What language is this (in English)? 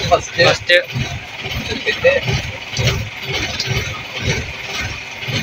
Malayalam